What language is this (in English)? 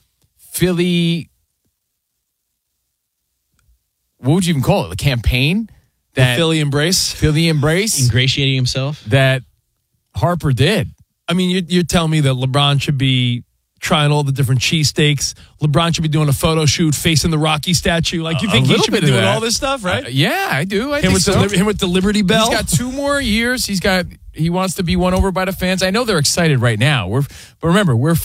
English